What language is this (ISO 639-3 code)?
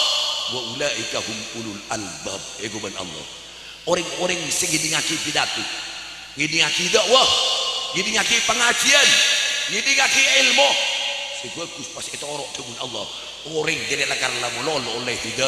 mad